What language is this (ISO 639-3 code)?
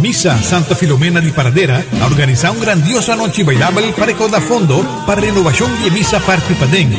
pap